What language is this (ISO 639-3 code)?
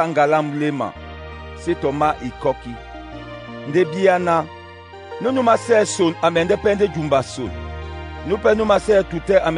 dua